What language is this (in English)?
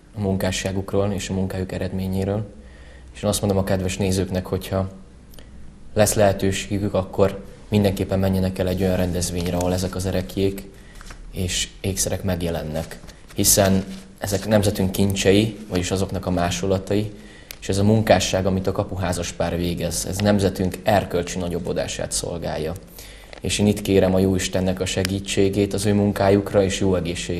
Hungarian